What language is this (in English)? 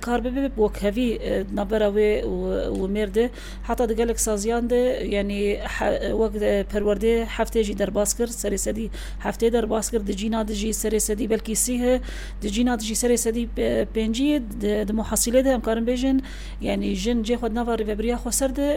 Kurdish